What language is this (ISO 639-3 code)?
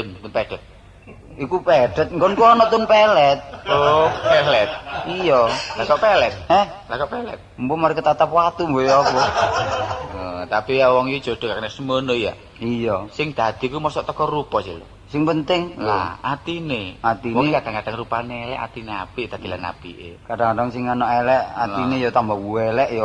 jav